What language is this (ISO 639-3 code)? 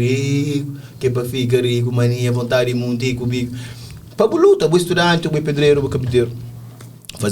kea